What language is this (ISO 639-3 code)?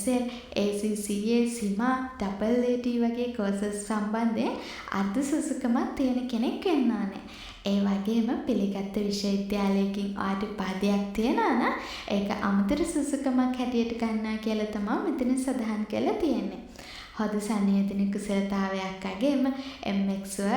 sin